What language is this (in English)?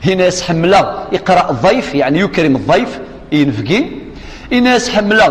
Kabyle